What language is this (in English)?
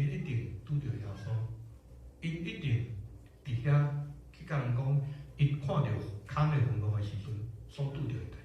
Min Nan Chinese